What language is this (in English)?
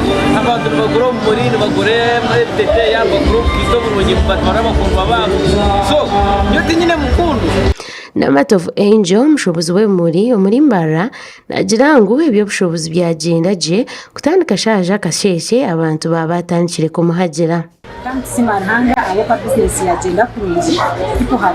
Nyankole